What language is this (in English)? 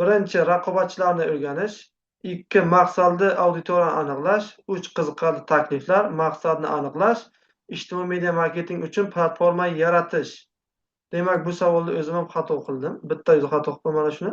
Uzbek